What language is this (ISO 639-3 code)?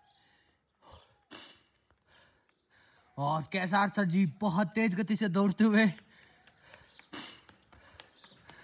hin